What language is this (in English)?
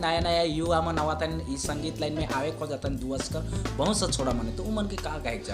Sadri